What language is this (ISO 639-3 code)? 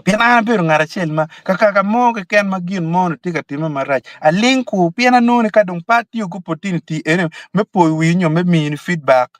ach